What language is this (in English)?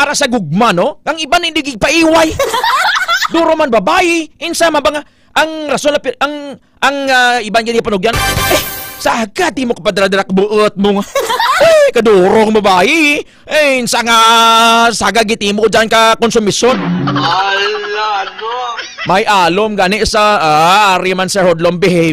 Hiligaynon